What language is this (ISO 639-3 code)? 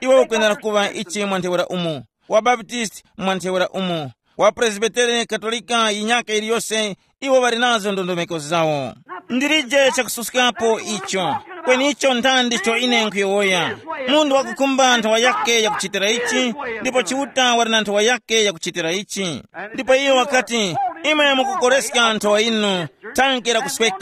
tum